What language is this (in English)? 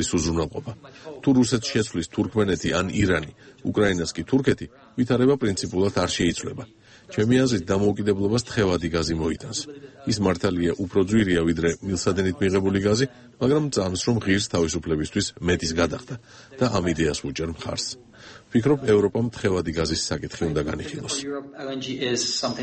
Georgian